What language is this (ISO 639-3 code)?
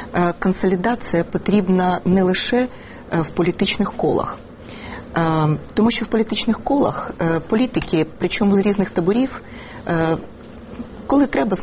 ukr